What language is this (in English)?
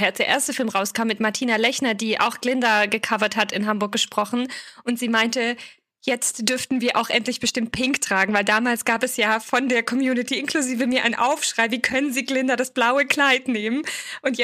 German